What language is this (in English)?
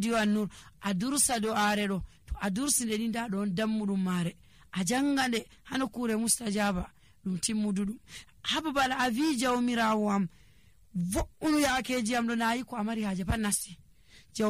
Nigerian Fulfulde